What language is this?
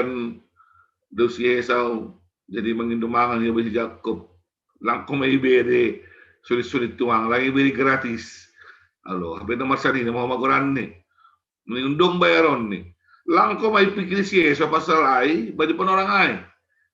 Batak Simalungun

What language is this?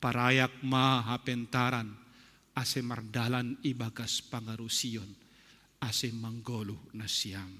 Batak Simalungun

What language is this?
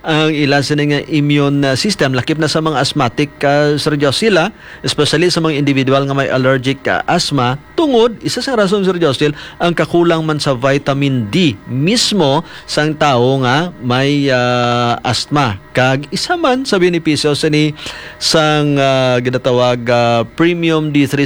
Hiligaynon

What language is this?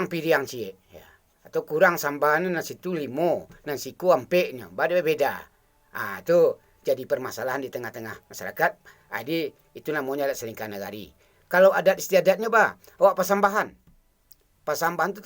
Minangkabau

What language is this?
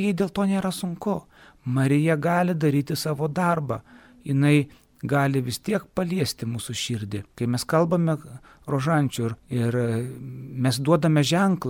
Lithuanian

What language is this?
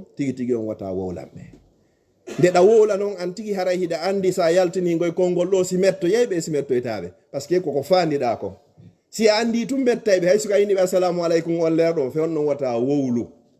Fula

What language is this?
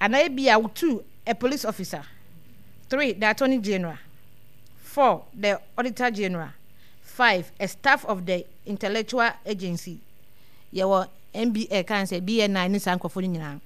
Akan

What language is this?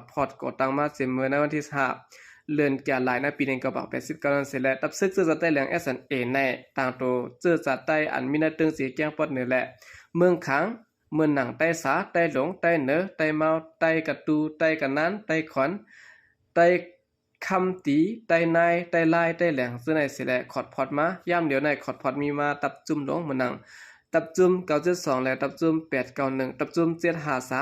Shan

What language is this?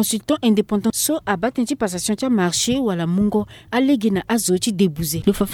Sango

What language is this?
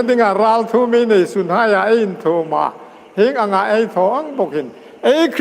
Hmar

